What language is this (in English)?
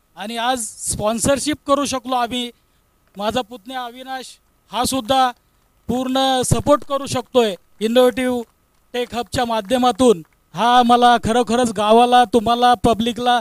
Marathi